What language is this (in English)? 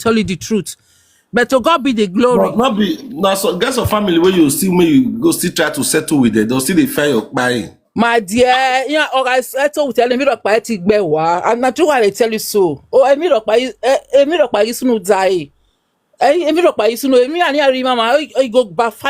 Nigerian Pidgin